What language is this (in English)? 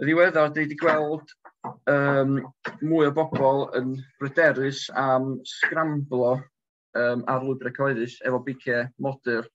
Welsh